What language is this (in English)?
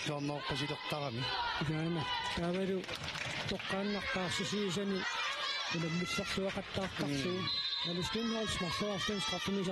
Kalaallisut